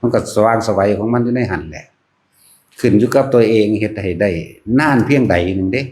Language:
Northeastern Thai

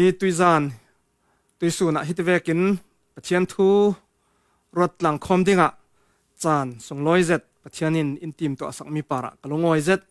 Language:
Falam Chin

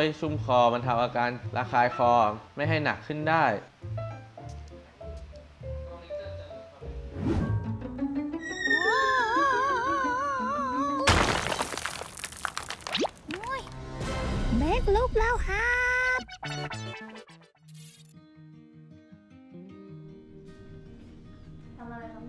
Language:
Thai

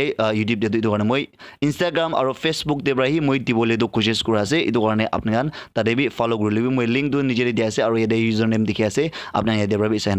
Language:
Naga Pidgin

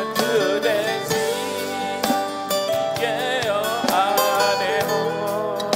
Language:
Akha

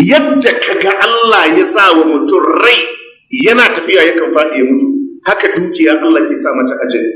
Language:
Hausa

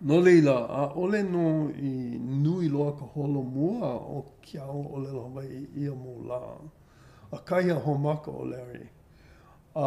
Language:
Hawaiian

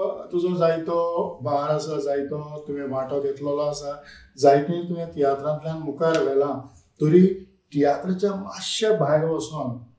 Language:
Konkani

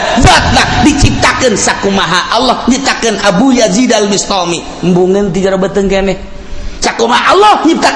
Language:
Sundanese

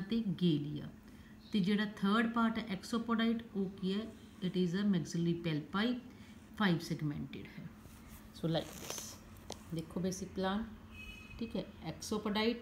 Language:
Punjabi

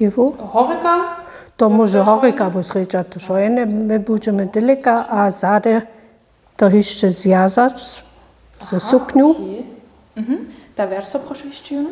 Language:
Upper Sorbian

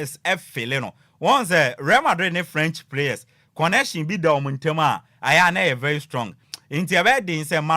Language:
Akan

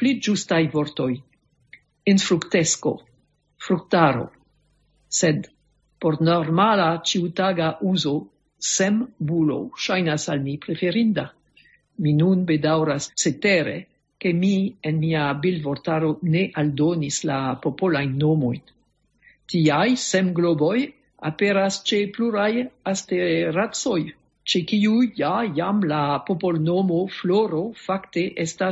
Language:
Esperanto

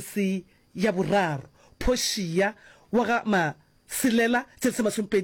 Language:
Northern Sotho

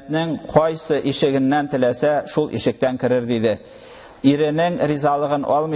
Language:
Tatar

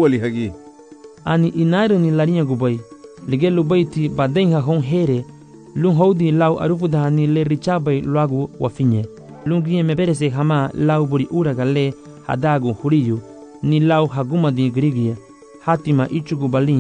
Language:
Garifuna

